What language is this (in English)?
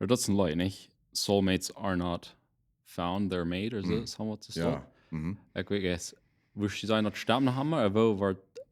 Plautdietsch